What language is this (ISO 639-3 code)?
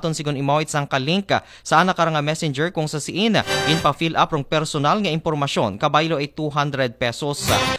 akl